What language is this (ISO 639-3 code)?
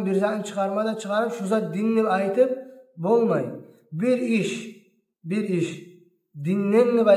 kum